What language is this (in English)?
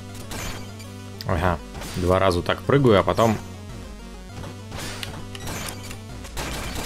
Russian